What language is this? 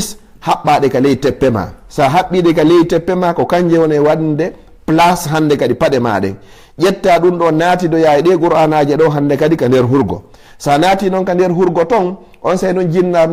Fula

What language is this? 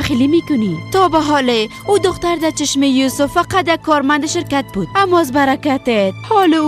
Persian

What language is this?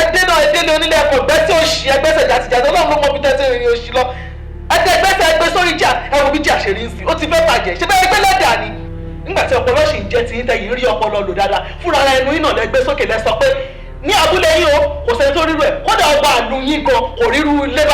Yoruba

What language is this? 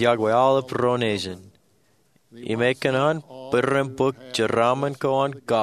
Marshallese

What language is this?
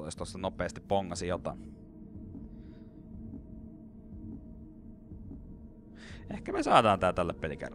Finnish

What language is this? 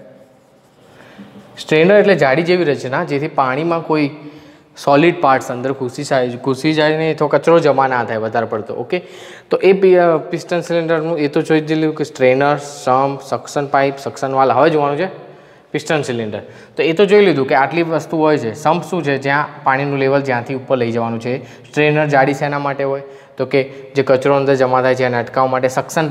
Gujarati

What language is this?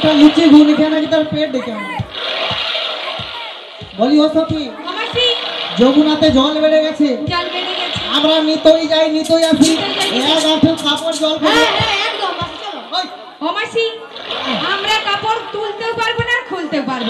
Bangla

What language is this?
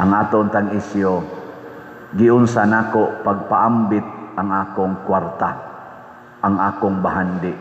Cebuano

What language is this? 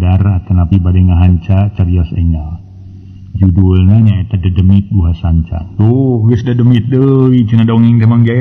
Sundanese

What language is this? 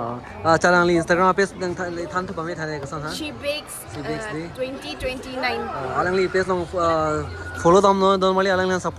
Karbi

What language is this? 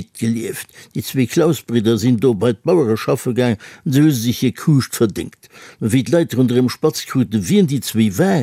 Luxembourgish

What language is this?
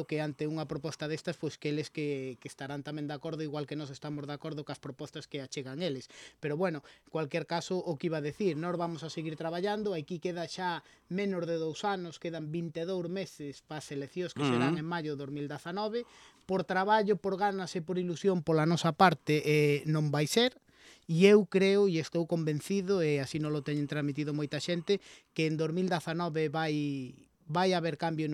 Galician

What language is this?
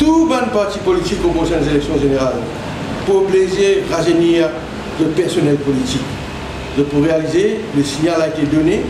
Morisyen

